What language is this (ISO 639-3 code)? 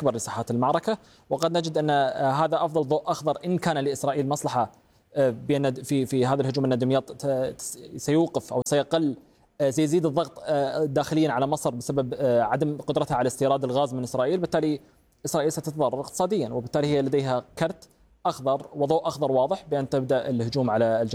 ara